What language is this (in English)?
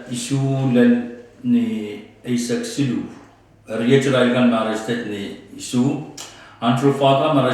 Pohnpeian